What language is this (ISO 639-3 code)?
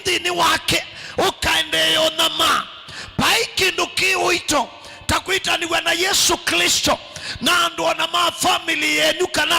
kam